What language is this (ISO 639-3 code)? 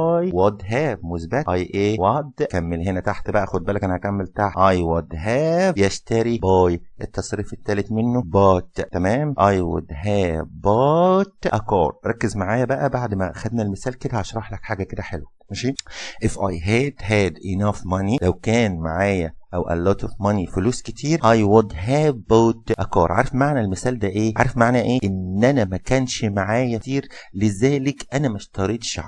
arz